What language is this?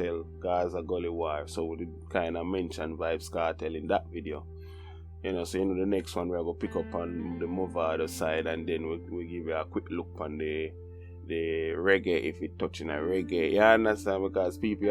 Jamaican Creole English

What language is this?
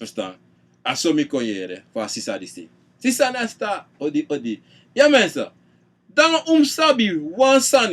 Sranan Tongo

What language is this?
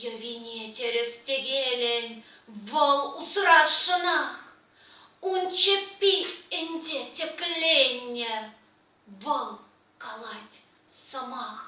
Chuvash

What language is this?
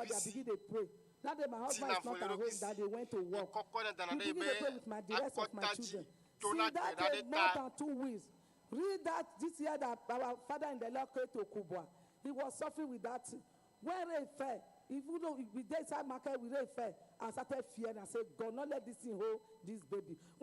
Ewe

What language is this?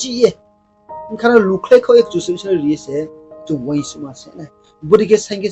Riang (India)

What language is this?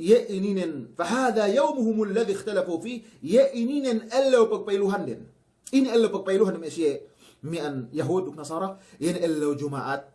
Yakan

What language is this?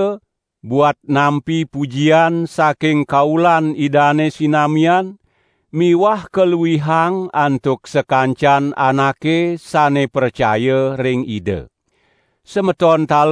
Balinese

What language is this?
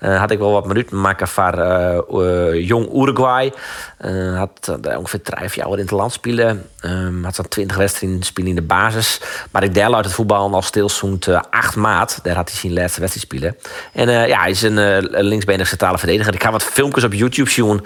Western Frisian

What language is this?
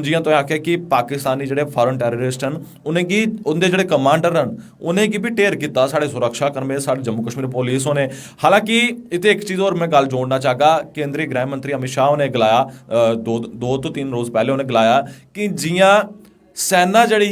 Dogri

